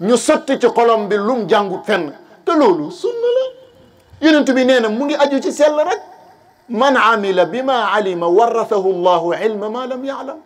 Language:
Wolof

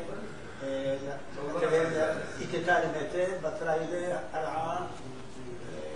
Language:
Hebrew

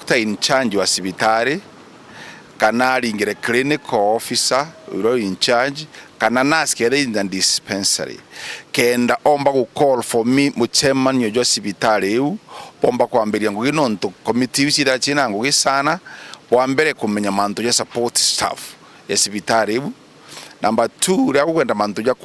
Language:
Meru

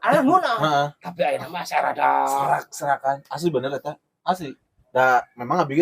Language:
Sundanese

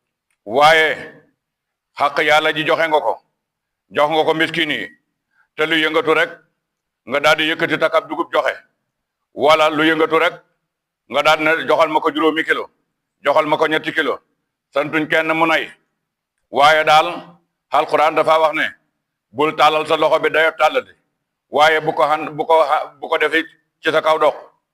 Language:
Wolof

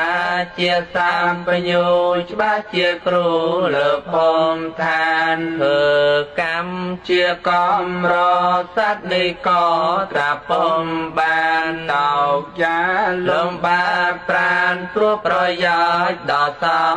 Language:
Khmer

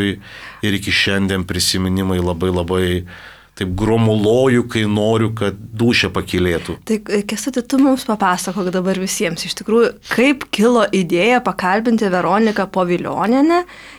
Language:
Lithuanian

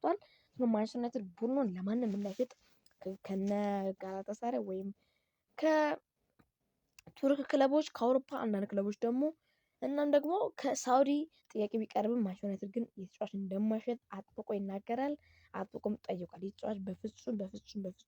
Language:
Amharic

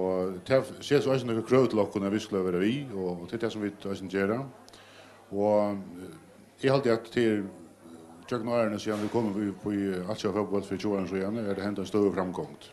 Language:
Faroese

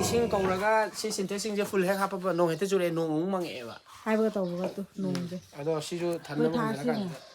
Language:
Manipuri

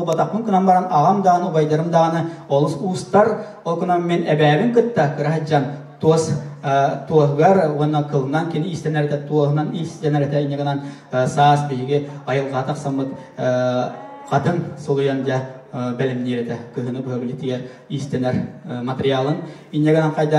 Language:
Yakut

